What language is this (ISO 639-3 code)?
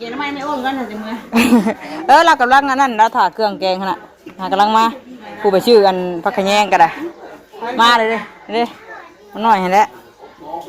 tts